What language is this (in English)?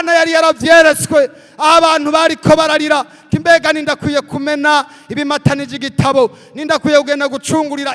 Rundi